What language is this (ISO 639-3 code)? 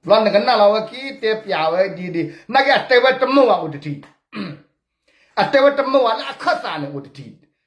ksw